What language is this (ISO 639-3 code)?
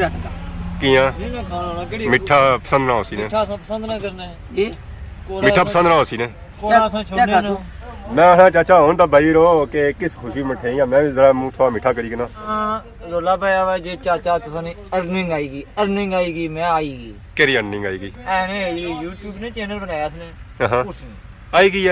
phr